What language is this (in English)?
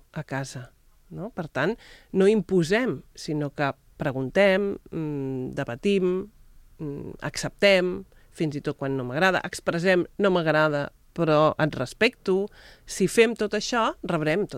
Catalan